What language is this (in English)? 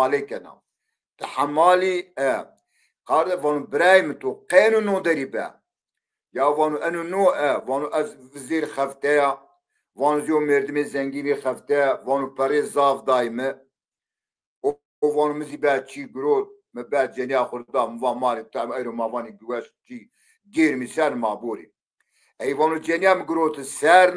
Zaza